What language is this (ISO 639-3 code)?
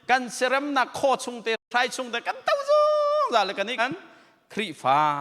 cnh